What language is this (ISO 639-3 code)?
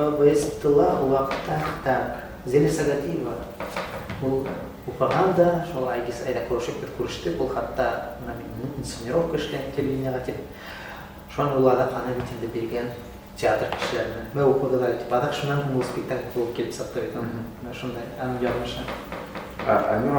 bak